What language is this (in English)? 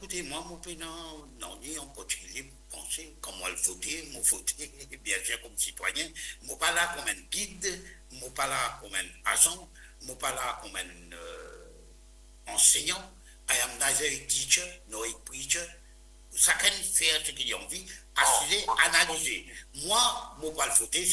Morisyen